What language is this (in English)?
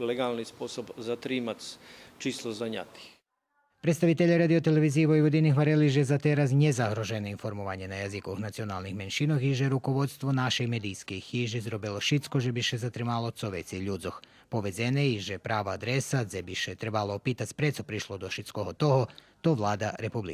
Rusyn